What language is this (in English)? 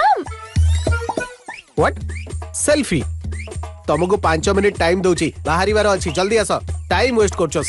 Odia